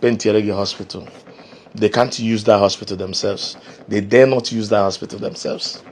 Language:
Igbo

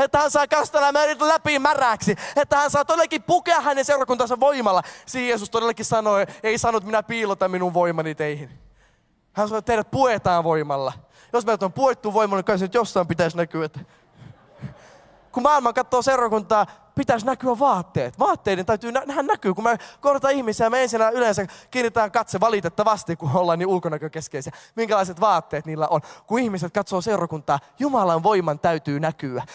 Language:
Finnish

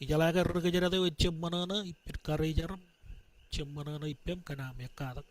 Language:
Marshallese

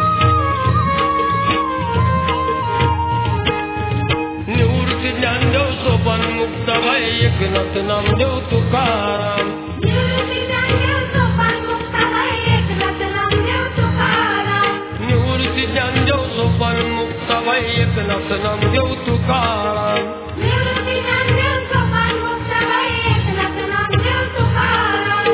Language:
Marathi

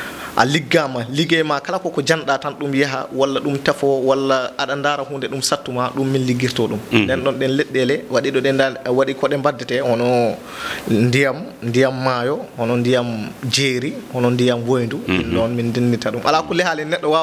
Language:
Fula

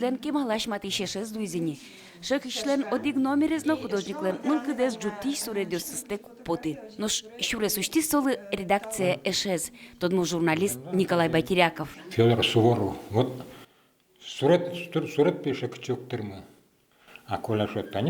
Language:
Udmurt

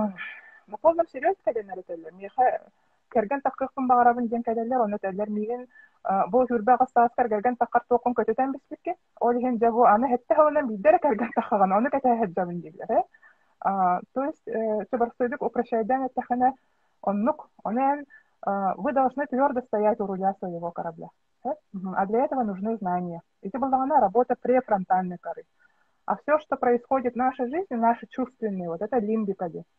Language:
Yakut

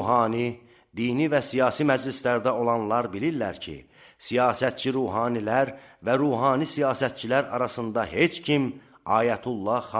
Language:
Azerbaijani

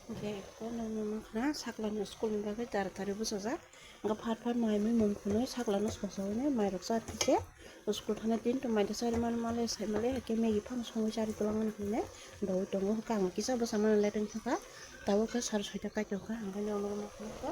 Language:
Kok Borok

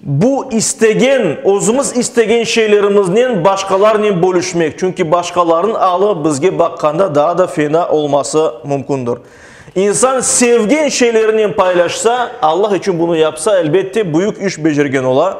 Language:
Crimean Tatar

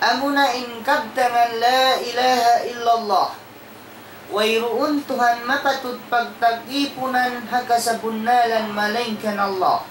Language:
Tausug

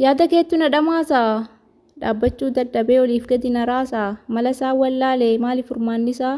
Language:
Oromo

